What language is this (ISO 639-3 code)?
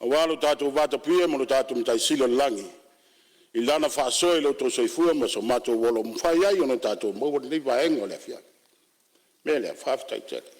smo